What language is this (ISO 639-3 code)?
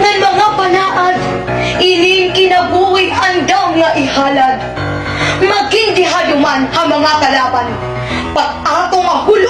war